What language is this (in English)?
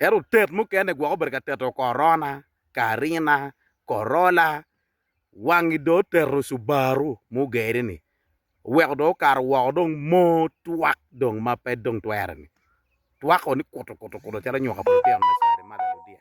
Acoli